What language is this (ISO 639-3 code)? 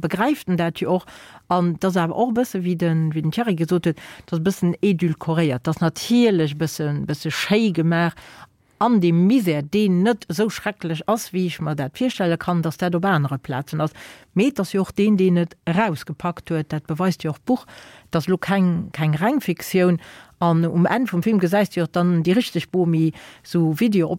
ltz